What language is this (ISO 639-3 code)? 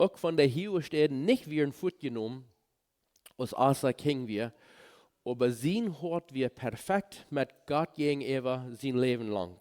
pdt